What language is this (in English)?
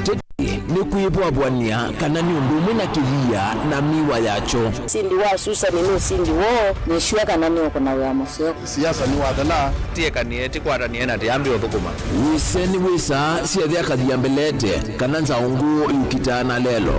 Kamba